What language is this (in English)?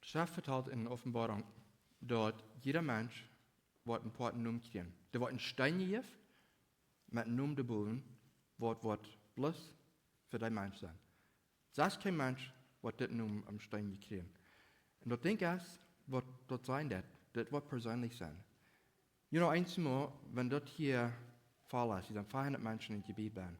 Plautdietsch